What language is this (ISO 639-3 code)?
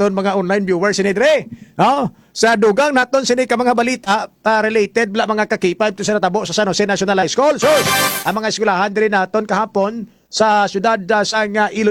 hil